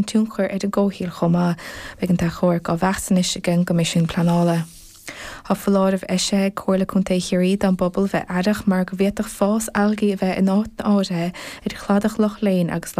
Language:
Irish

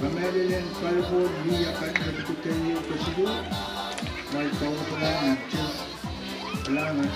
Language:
Pohnpeian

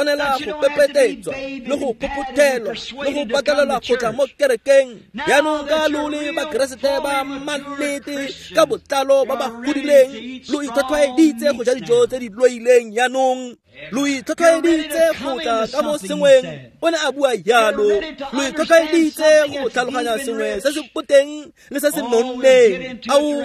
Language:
Tswana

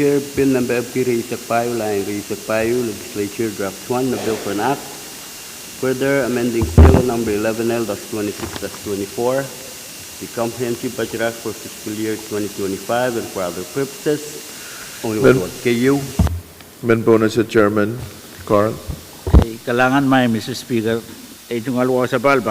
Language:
Pohnpeian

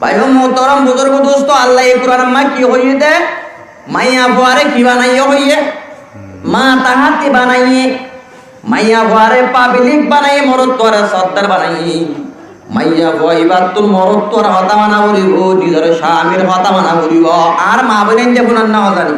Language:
Rohingya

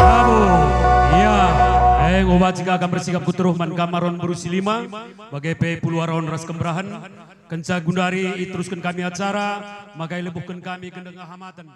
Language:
Batak Karo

